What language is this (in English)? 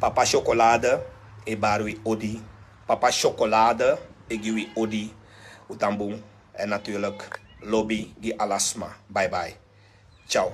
Sranan Tongo